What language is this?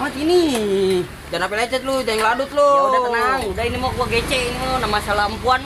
Betawi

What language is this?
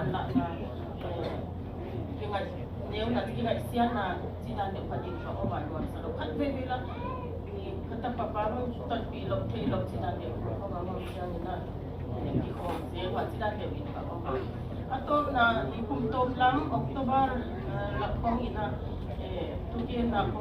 Tedim Chin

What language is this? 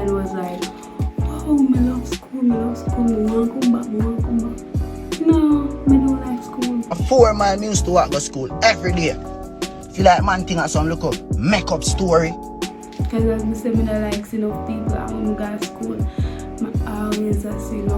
Jamaican Creole English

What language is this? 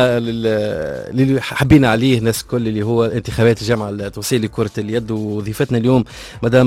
Tunisian Arabic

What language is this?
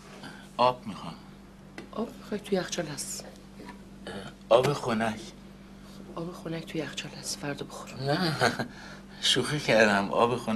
Persian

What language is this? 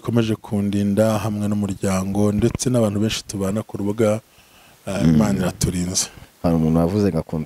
Kinyarwanda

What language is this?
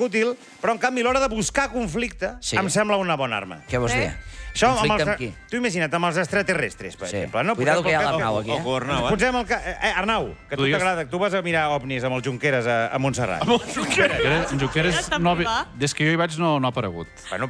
Catalan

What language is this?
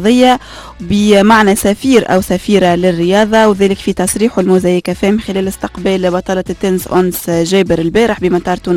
Tunisian Arabic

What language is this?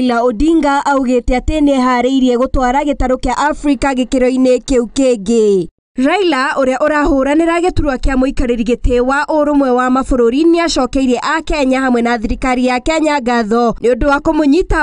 Kikuyu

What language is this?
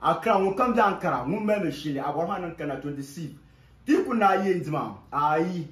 Dagbani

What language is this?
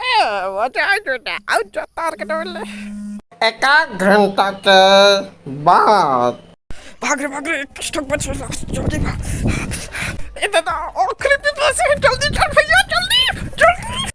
Chhattisgarhi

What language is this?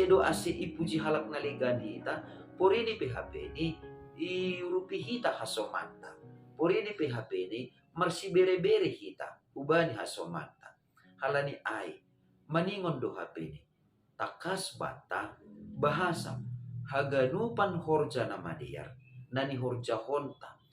Batak Simalungun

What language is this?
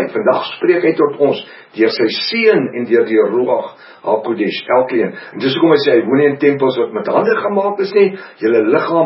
Afrikaans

